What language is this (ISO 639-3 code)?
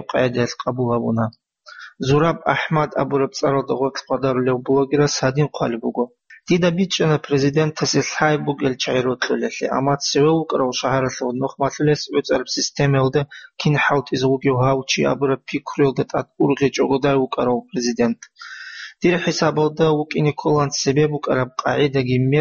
ava